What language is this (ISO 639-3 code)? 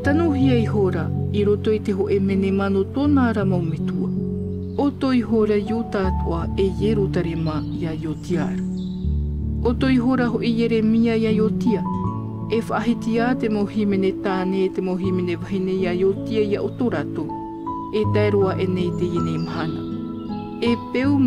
tah